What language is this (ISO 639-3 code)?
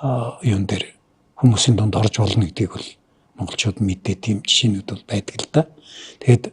mon